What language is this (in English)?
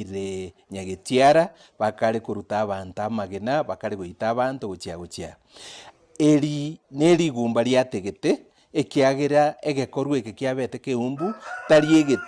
Gusii